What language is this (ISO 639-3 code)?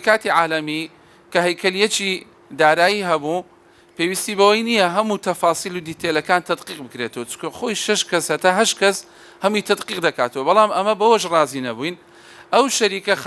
ckb